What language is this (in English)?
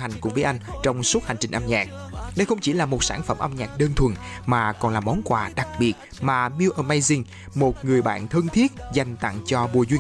Vietnamese